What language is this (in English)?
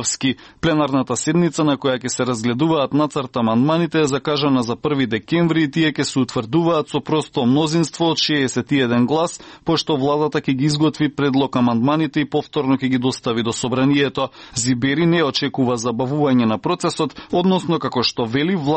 Macedonian